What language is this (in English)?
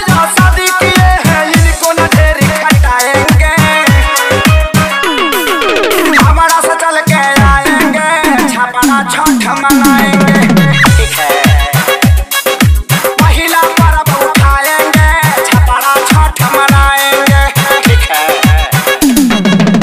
Bhojpuri